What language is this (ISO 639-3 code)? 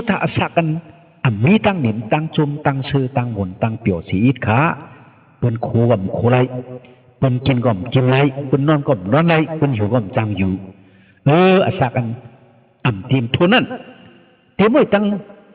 shn